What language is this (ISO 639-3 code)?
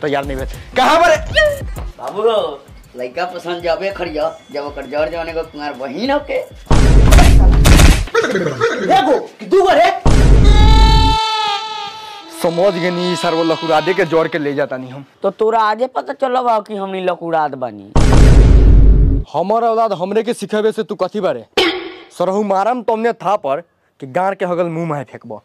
bho